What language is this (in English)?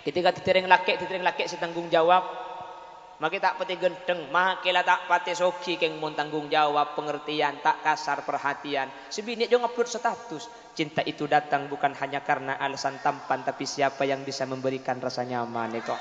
Madurese